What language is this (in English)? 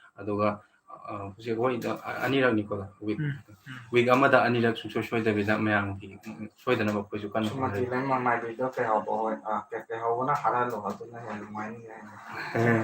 Manipuri